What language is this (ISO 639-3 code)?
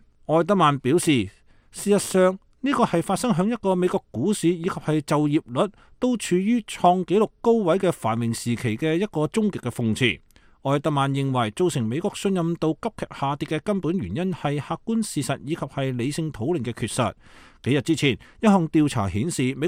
yue